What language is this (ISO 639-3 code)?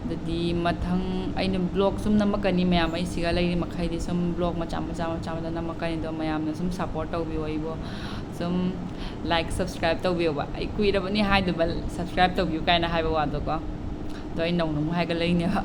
mni